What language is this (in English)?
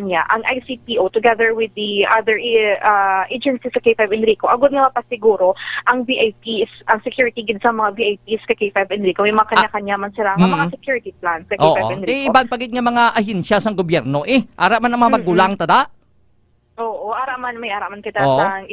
Hiligaynon